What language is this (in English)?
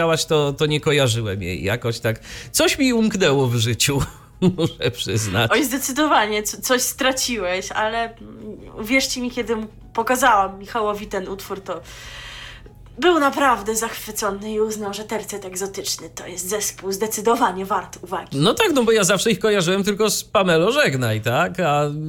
Polish